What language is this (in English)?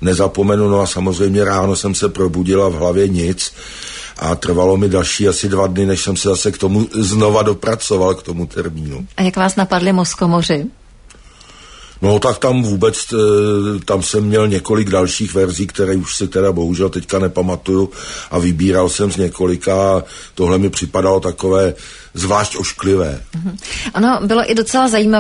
Czech